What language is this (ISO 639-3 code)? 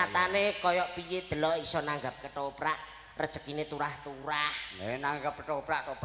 jav